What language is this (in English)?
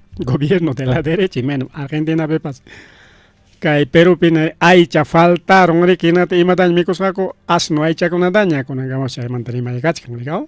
Ayacucho Quechua